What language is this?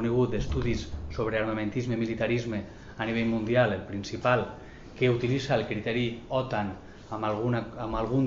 Catalan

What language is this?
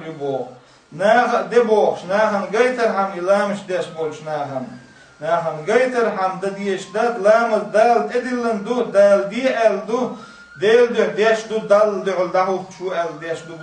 Chechen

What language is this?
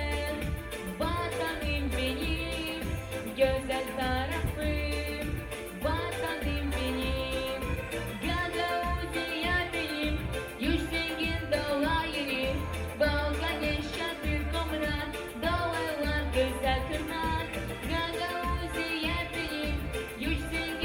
Gagauz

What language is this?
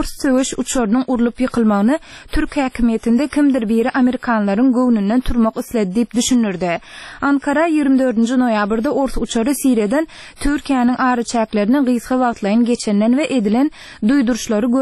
Turkmen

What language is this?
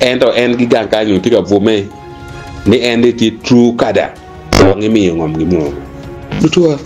Acoli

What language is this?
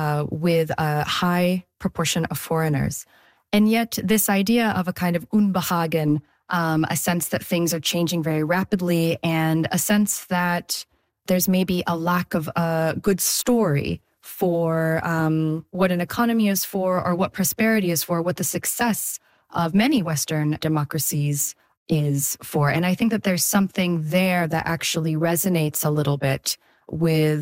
English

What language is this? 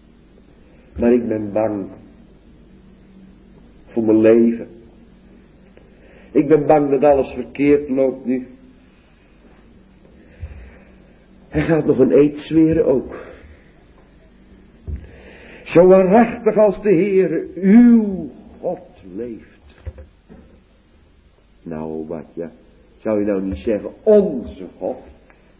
Dutch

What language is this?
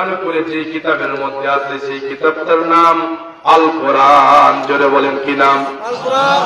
Bangla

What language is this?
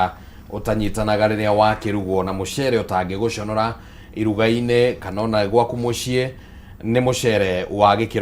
Kikuyu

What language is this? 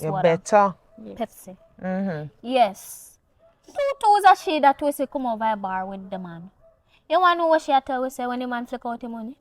Jamaican Creole English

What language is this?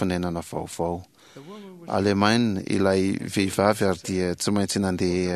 Malagasy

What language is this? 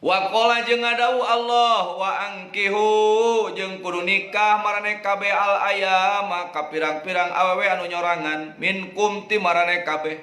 Sundanese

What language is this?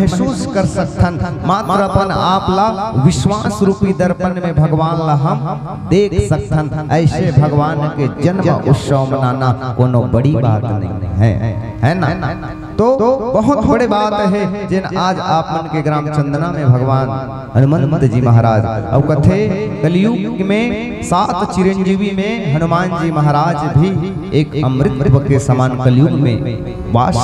Chhattisgarhi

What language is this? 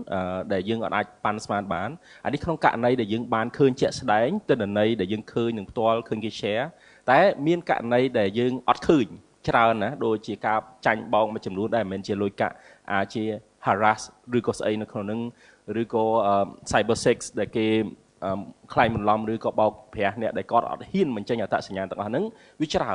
Khmer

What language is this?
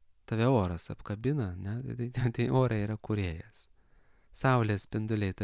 Lithuanian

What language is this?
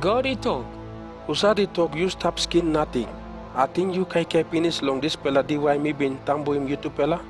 Tok Pisin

